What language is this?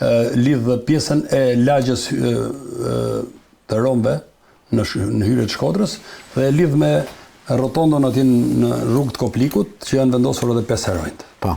Albanian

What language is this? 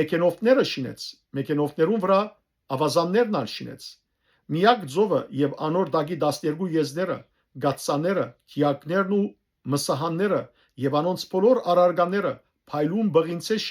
Western Armenian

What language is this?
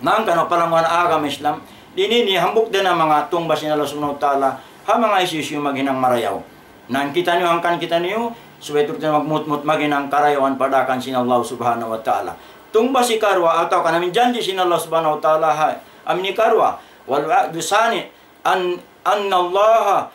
Tausug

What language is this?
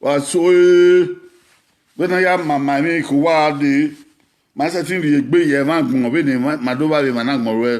Bini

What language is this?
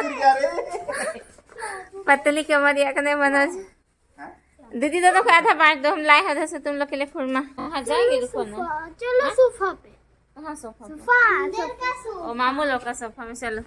Santali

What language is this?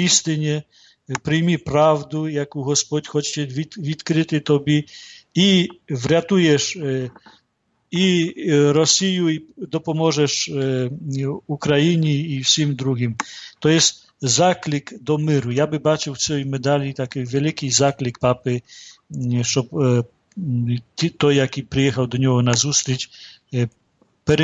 Ukrainian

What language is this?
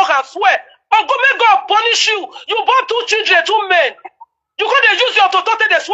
Nigerian Pidgin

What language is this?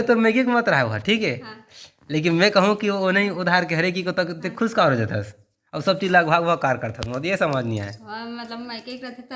Chhattisgarhi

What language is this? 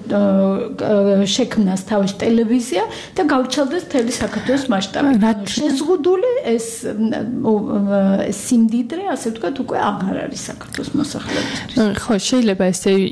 Georgian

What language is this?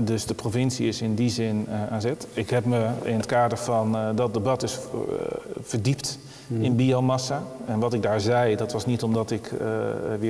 Dutch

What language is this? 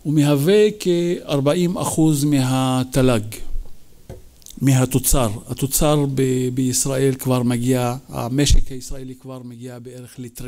Hebrew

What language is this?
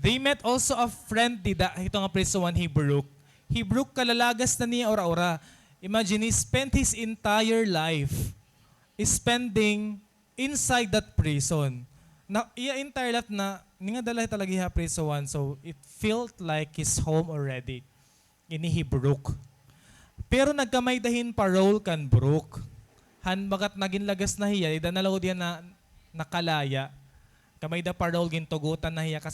Waray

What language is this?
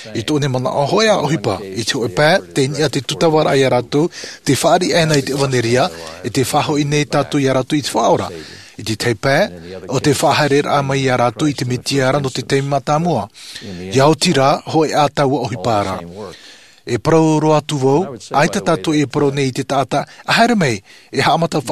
Tahitian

